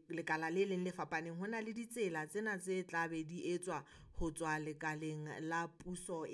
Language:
Southern Sotho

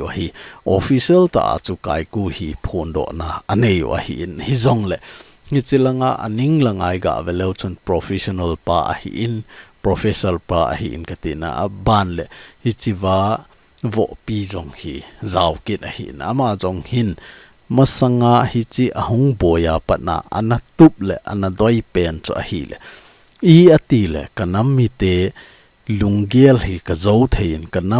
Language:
Thado Chin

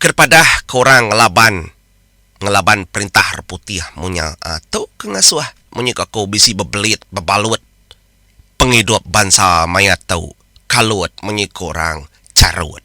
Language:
Iban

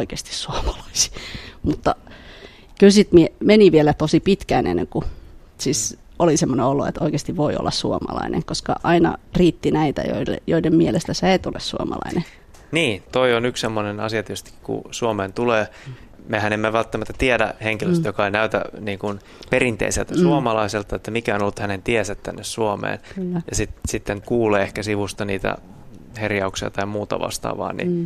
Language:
Finnish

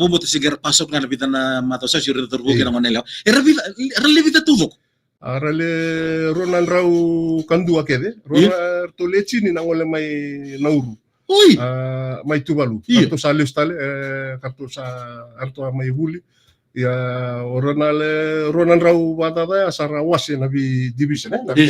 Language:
Fijian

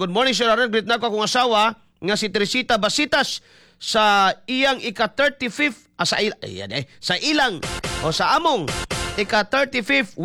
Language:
Cebuano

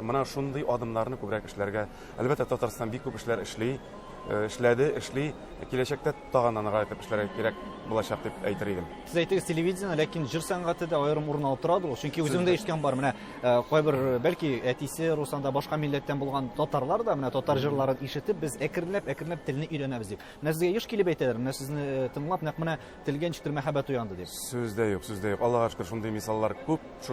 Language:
Tatar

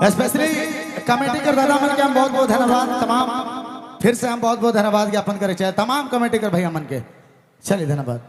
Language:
Sadri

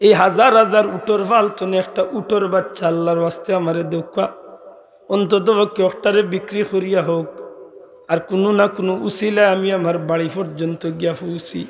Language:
Sylheti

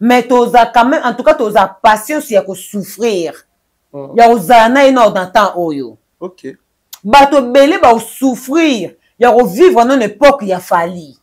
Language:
Lingala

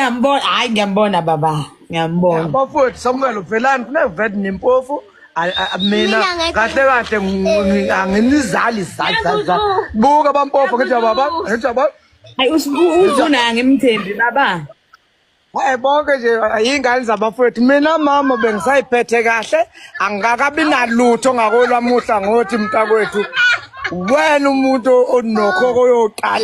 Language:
Zulu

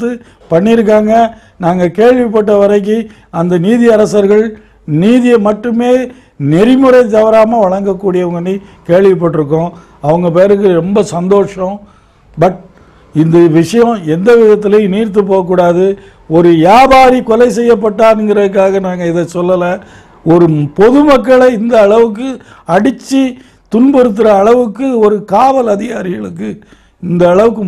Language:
Tamil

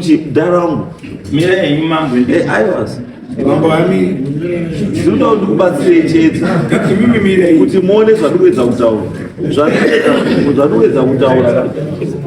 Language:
Shona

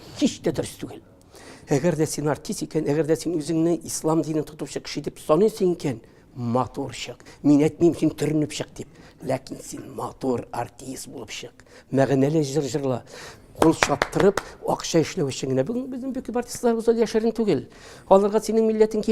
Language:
Tatar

